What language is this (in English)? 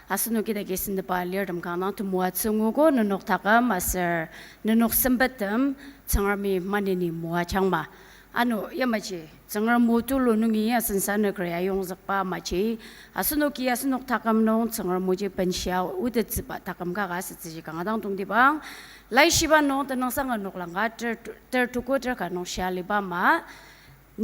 Ao Naga